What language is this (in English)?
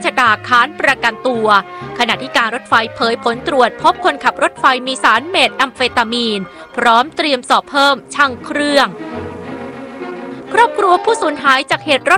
Thai